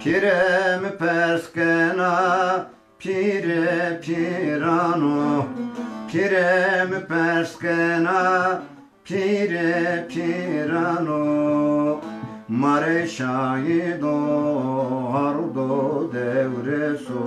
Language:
Zaza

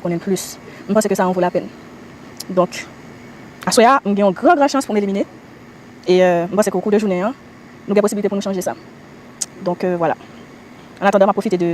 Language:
Haitian Creole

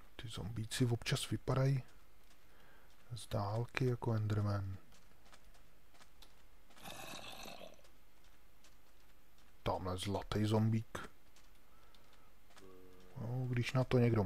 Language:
Czech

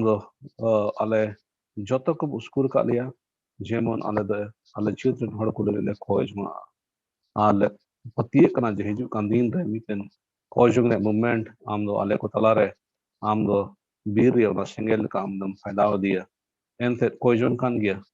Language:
Santali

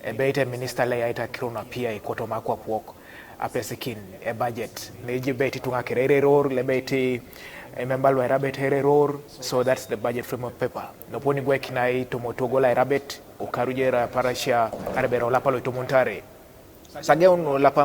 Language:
Teso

